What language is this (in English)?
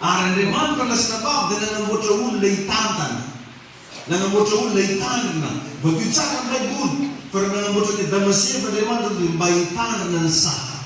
Malagasy